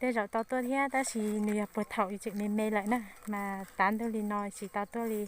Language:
Hmong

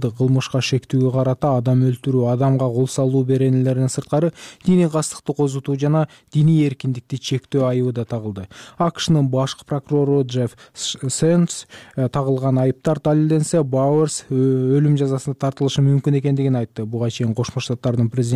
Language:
Kyrgyz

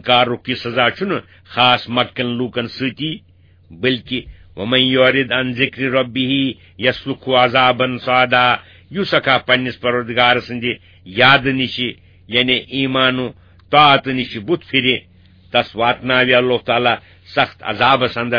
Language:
Kashmiri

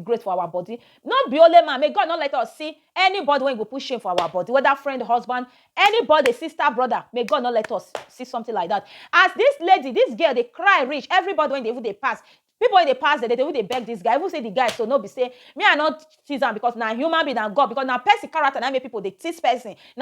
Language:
Nigerian Pidgin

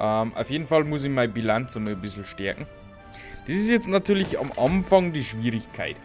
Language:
Bavarian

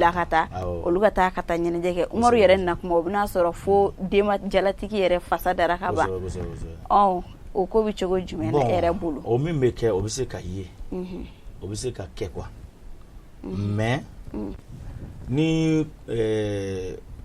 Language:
Bambara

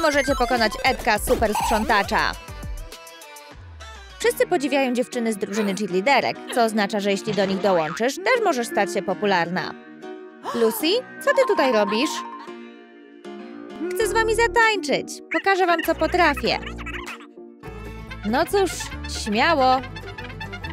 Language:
Polish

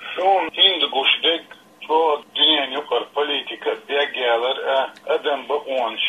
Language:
Chechen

